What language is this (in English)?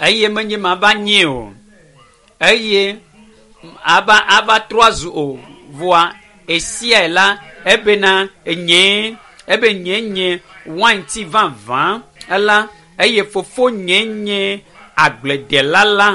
Ewe